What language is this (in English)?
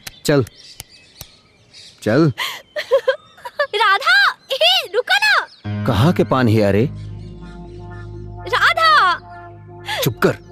Bhojpuri